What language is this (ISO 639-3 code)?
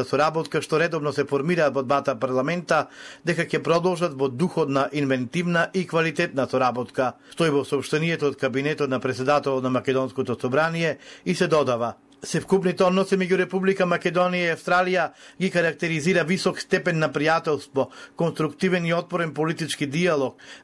mkd